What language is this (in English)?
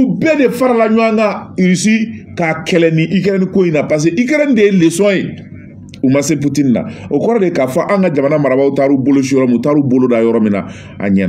Bambara